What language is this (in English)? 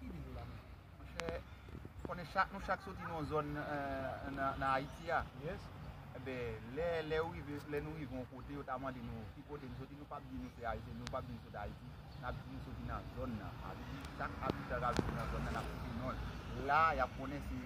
Haitian Creole